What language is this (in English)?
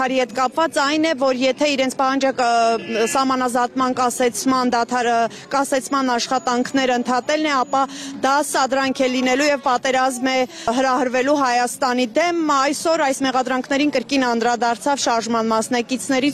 Armenian